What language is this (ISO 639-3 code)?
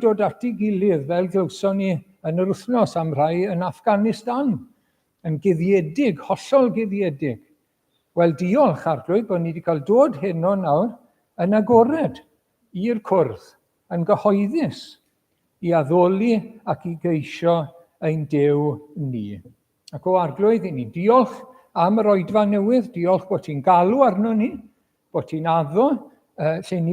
cym